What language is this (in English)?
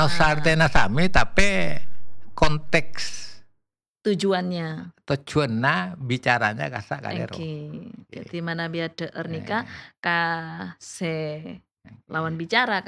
Madurese